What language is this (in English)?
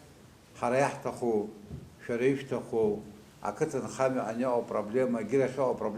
Abkhazian